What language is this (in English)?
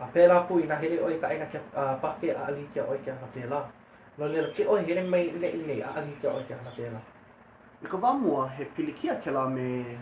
Hawaiian